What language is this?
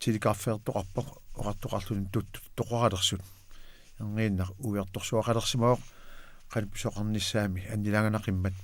Kalaallisut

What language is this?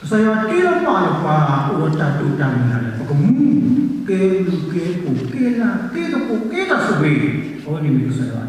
S'gaw Karen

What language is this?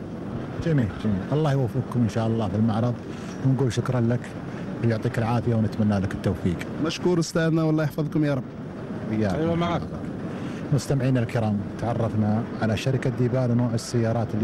Gulf Arabic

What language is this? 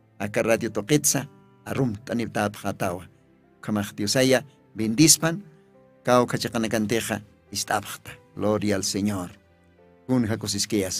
Aymara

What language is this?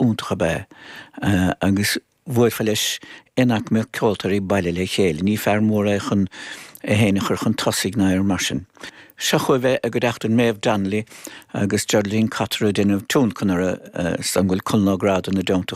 Irish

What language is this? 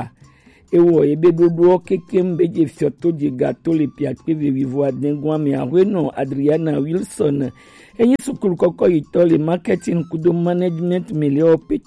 Gen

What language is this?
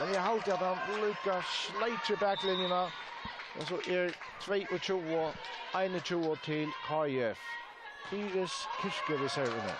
Faroese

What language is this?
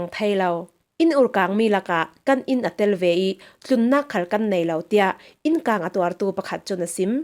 Falam Chin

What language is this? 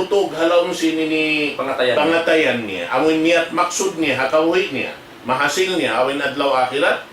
Tausug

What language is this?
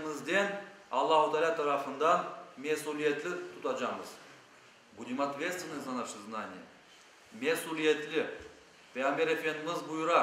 Crimean Tatar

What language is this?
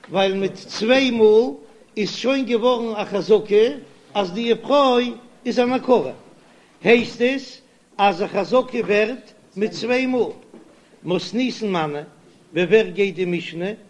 Yiddish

